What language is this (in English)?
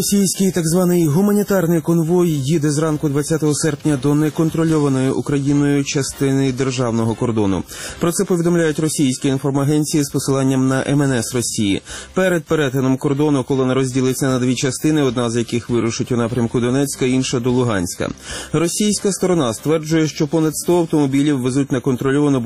Ukrainian